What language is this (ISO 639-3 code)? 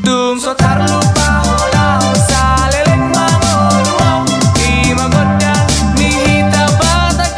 bbc